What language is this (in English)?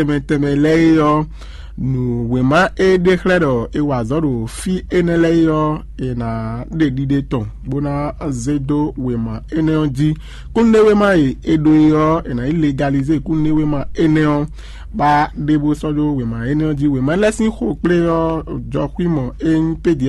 Fon